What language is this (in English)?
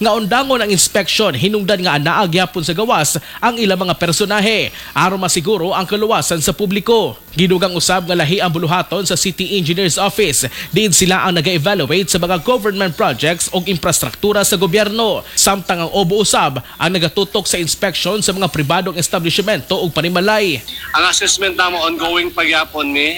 Cebuano